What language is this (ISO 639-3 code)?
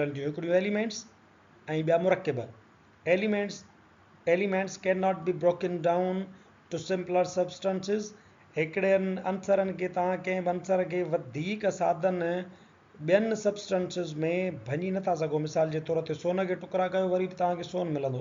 snd